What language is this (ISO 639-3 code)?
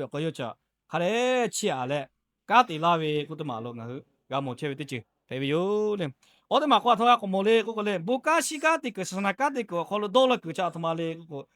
lhu